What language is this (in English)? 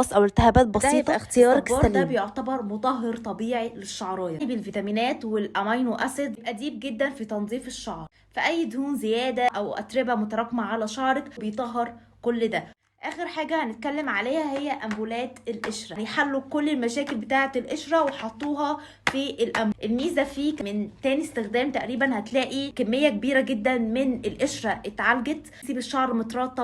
Egyptian Arabic